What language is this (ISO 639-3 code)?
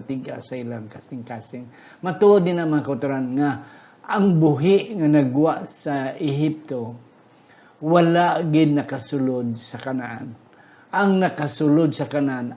hil